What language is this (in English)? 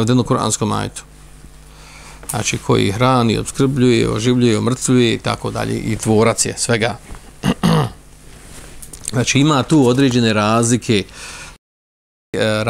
Bosnian